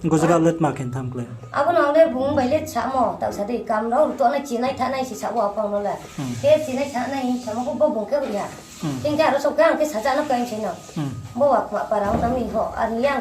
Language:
Riang (India)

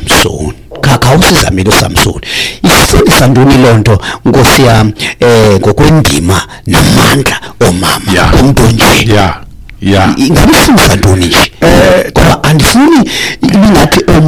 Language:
Xhosa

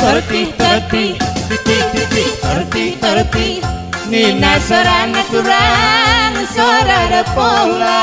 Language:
Batak Karo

